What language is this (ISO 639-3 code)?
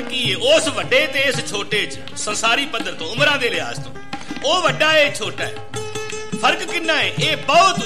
pan